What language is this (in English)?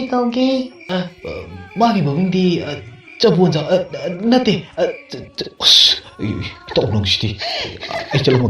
Manipuri